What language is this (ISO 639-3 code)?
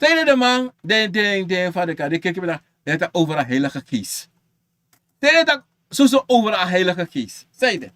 srn